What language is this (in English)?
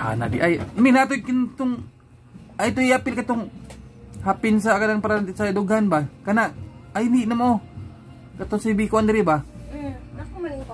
Cebuano